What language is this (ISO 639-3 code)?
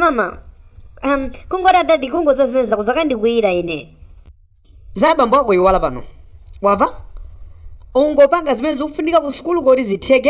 nya